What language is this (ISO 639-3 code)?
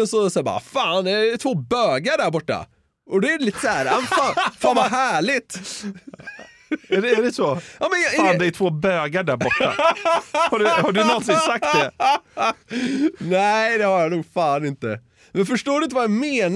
swe